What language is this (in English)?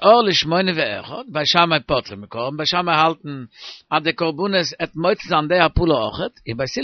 Yiddish